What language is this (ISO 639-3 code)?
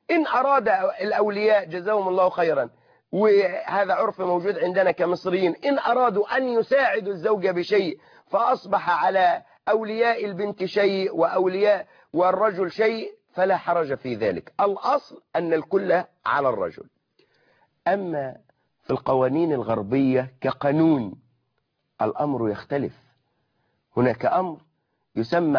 ara